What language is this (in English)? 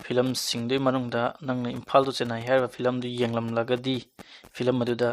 Manipuri